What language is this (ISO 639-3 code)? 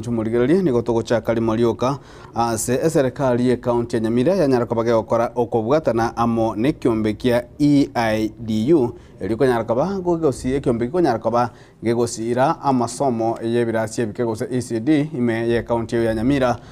guz